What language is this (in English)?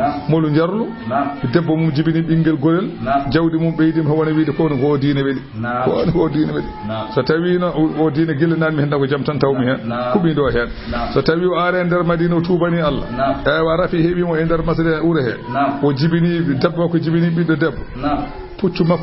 Fula